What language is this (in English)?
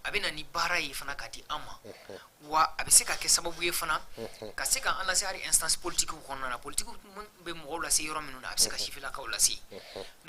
Bambara